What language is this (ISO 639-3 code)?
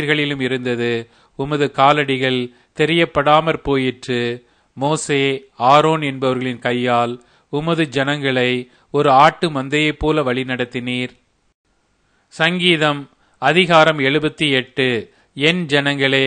tam